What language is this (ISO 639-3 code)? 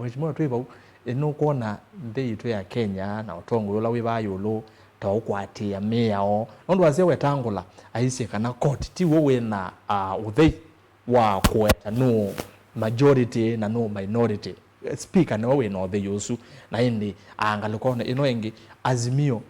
kam